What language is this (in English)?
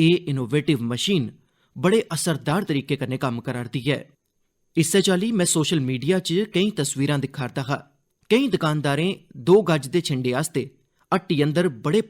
Dogri